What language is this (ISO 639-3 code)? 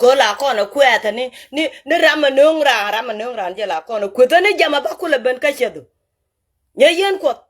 nus